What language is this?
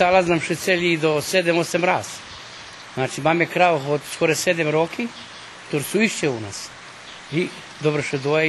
Rusyn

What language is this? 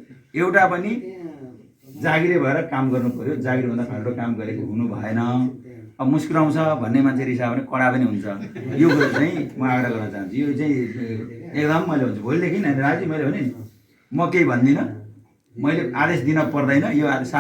Nepali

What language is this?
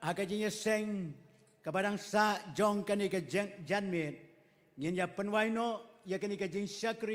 Khasi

